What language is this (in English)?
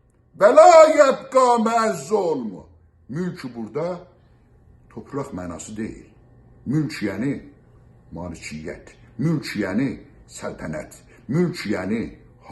South Azerbaijani